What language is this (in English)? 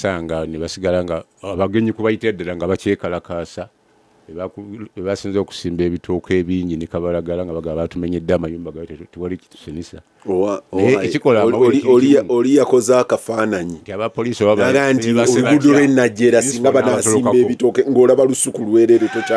Ganda